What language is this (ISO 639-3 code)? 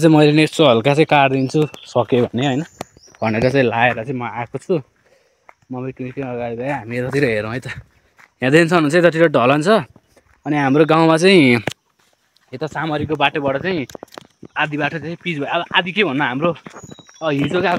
nep